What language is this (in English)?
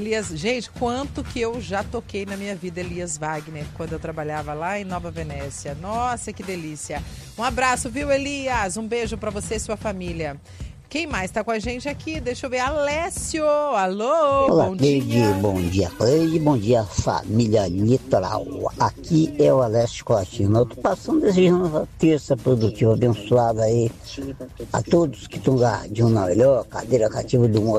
Portuguese